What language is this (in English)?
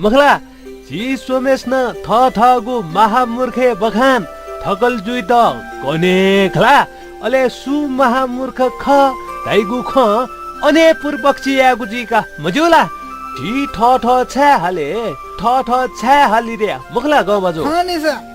Newari